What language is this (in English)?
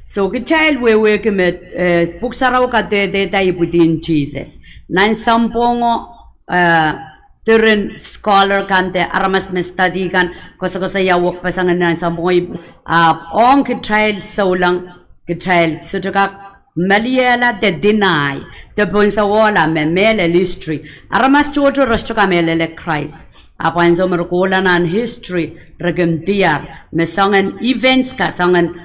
Pohnpeian